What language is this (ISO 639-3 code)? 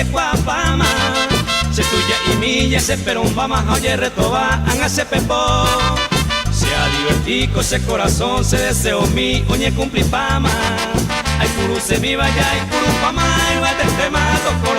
grn